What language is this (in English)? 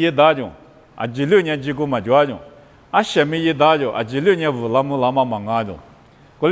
Lisu